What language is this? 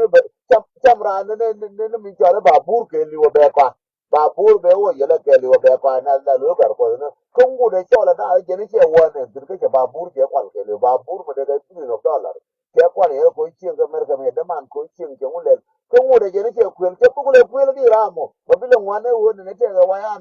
Nuer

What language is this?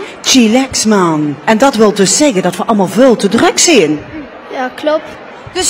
Limburgish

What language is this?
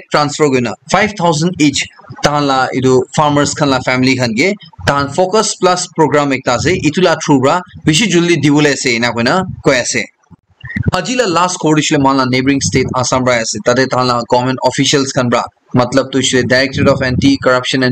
Naga Pidgin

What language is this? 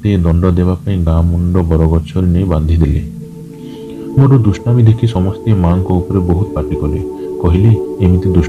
Odia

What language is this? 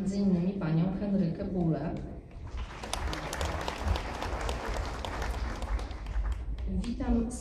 Polish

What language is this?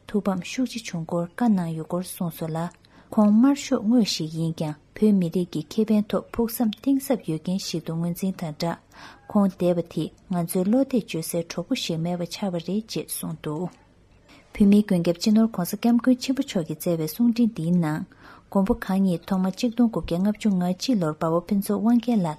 Tibetan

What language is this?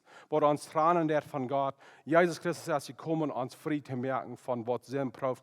Plautdietsch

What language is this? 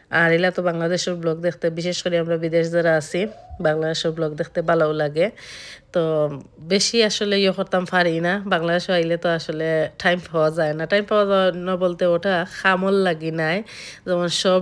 Sylheti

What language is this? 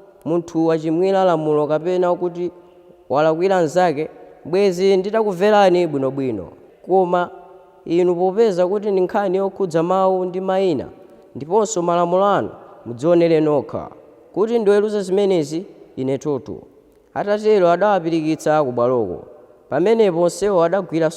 Nyanja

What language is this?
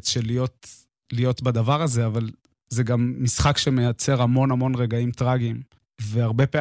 Hebrew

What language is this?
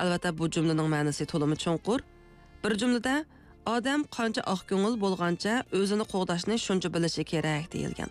Uyghur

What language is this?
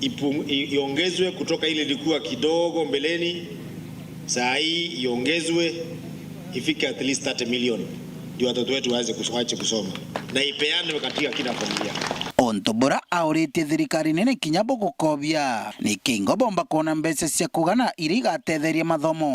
Meru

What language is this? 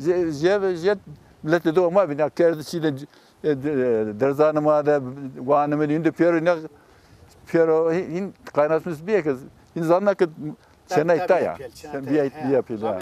Zaza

